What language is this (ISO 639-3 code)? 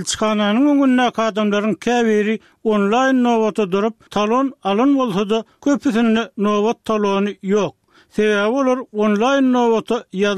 tuk